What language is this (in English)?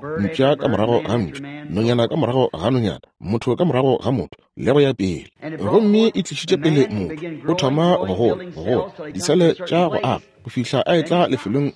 Northern Sotho